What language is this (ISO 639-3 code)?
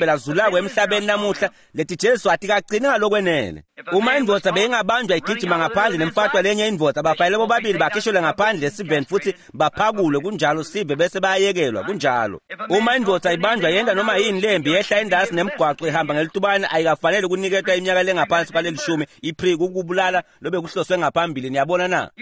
ssw